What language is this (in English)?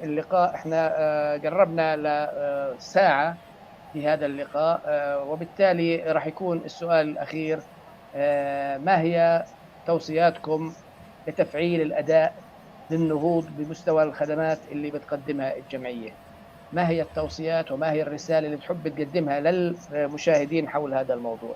North Levantine Arabic